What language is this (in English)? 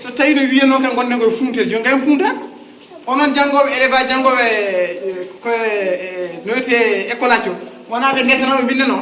Fula